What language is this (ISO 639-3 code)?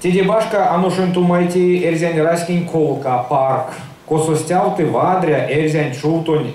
myv